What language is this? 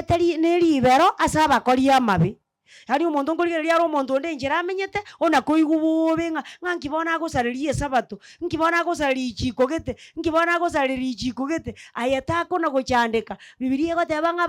Gusii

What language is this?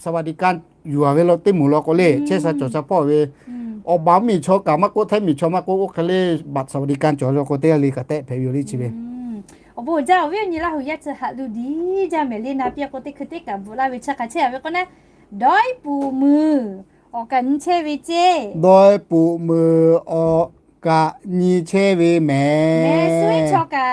Lahu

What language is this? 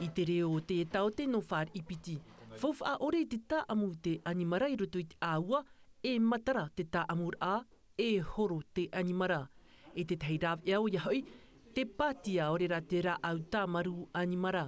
Tahitian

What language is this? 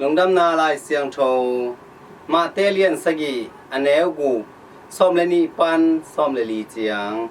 Tedim Chin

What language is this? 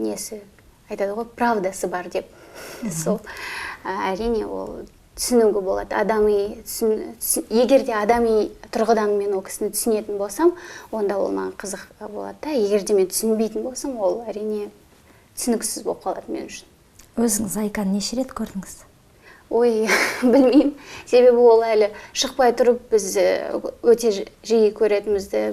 Kazakh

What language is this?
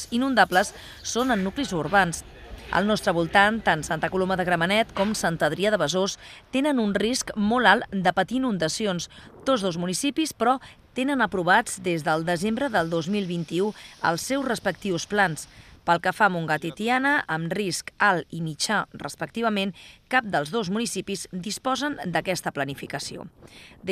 Catalan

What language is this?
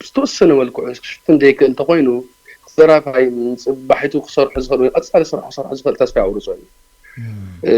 Tigrinya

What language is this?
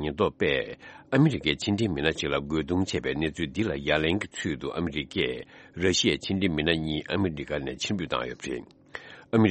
Tibetan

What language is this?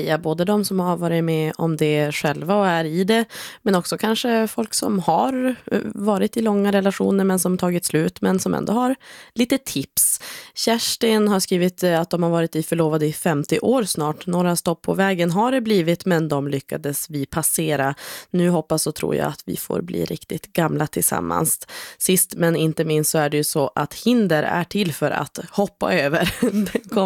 Swedish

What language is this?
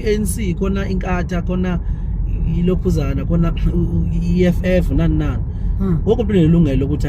Zulu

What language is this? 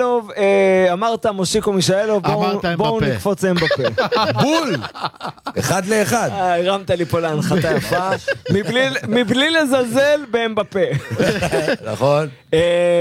Hebrew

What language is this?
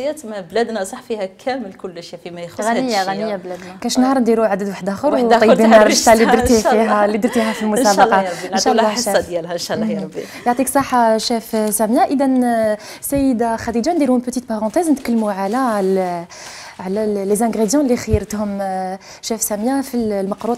Algerian Arabic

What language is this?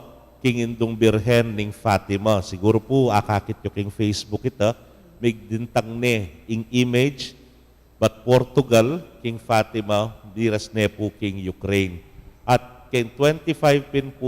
Pampanga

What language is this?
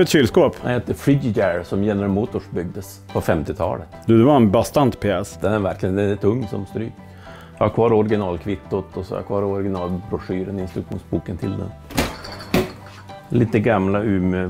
Swedish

